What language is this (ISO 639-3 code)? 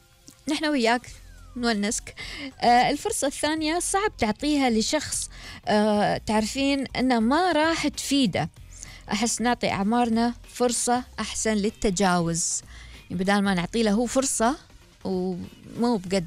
afb